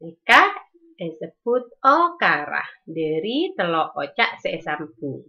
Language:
Madurese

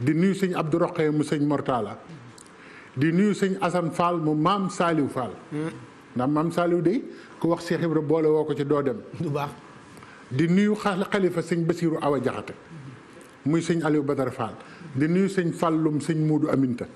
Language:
Wolof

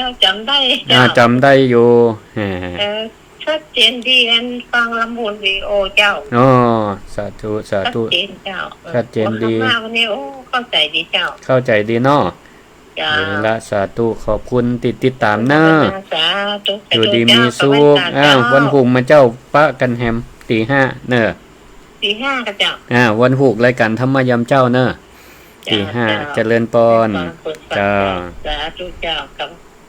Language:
Northern Thai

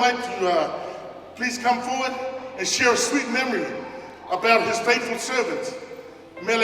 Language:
Tongan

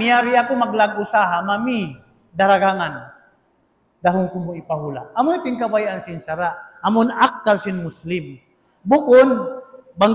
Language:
Tausug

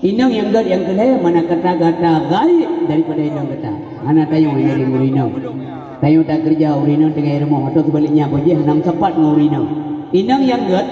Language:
Achinese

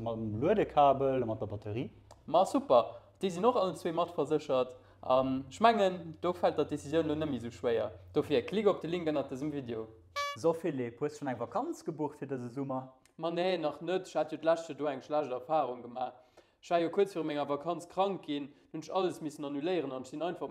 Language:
Luxembourgish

